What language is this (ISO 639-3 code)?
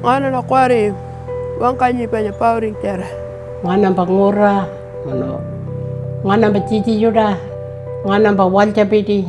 pjt